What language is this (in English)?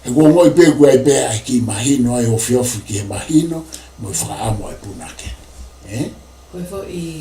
Tongan